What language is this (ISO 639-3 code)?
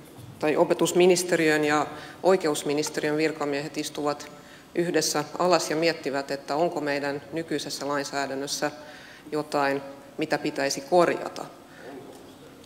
fin